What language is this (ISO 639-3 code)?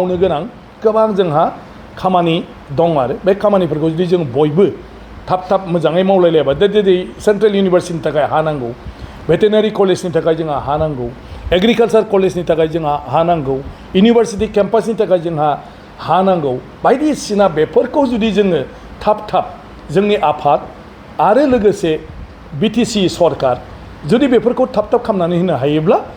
brx